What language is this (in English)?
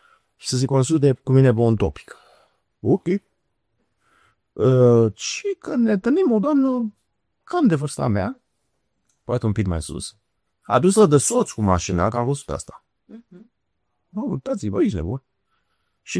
Romanian